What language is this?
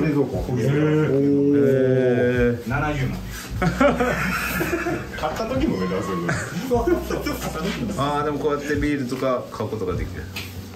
Japanese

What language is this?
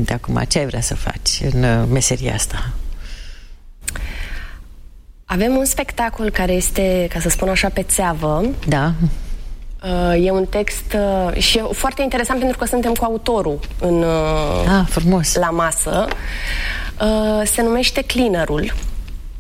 Romanian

